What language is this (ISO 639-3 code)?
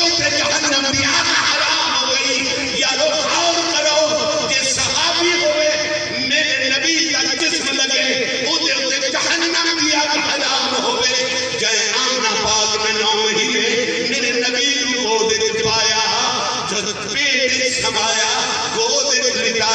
skr